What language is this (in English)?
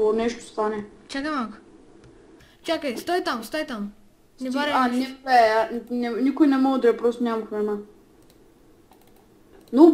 Bulgarian